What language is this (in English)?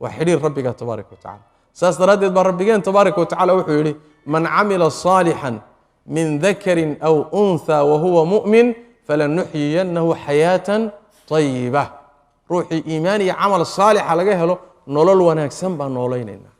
Somali